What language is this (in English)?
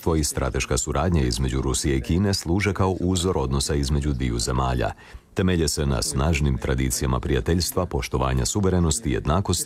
Croatian